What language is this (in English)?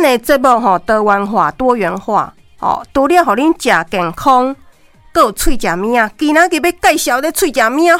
Min Nan Chinese